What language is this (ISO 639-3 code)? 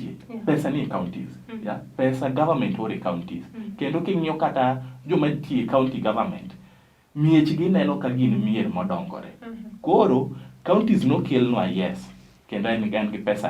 luo